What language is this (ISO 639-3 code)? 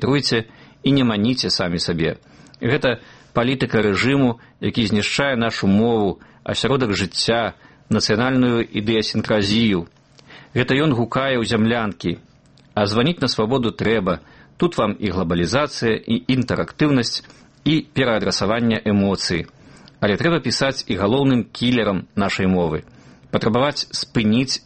bel